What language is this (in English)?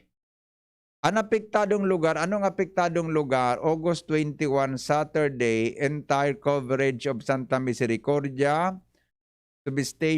Bikol